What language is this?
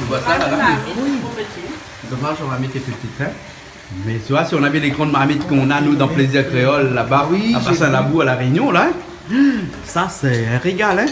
Réunion Creole French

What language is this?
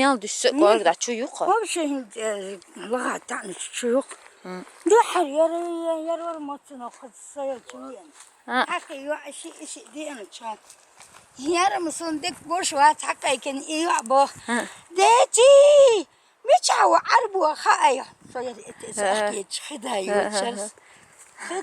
Chechen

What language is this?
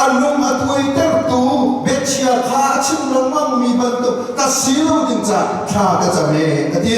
Falam Chin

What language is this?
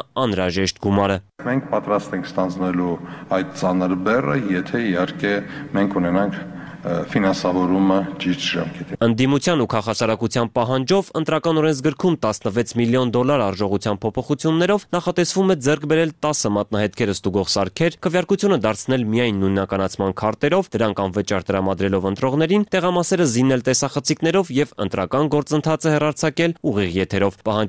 Armenian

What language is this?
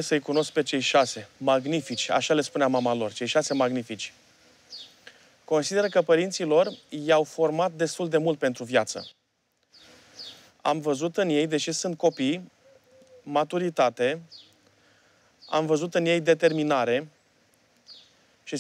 Romanian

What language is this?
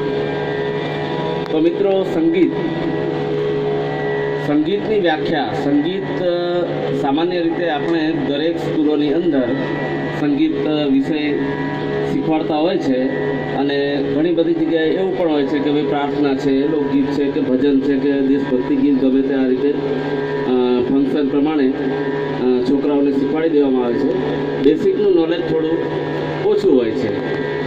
Gujarati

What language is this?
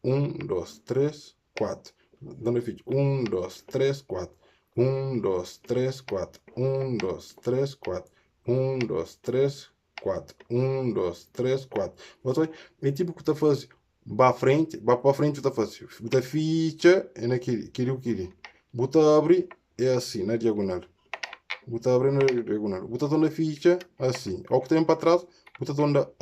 Kabuverdianu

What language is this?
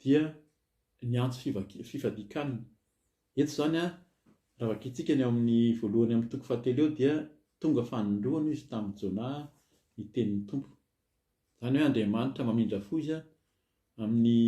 Malagasy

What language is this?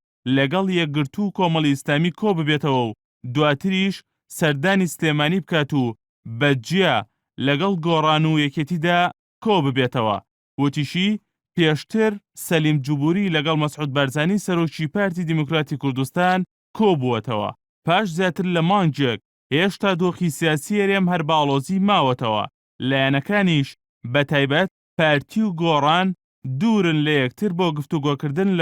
Central Kurdish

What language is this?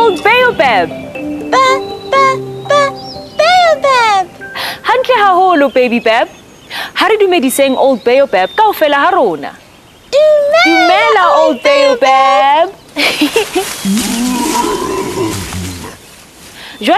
Southern Sotho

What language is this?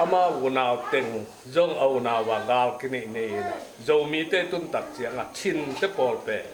Tedim Chin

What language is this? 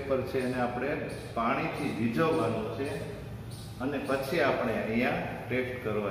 Gujarati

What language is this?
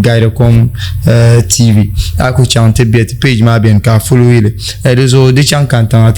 Dagbani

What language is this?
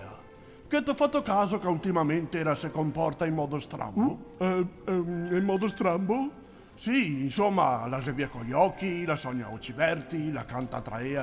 Venetian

